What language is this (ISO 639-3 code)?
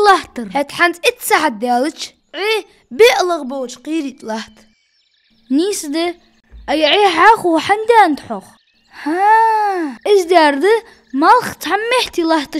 inh